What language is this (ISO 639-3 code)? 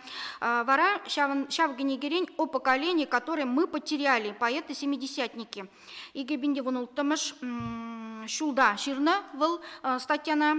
chv